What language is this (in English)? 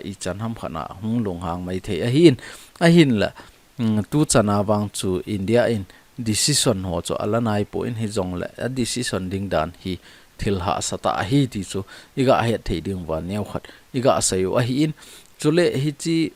Thado Chin